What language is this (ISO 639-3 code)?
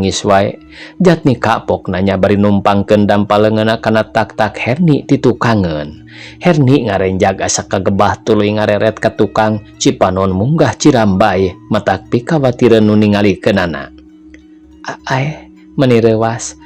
sun